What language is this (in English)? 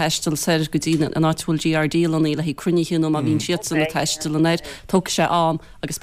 Irish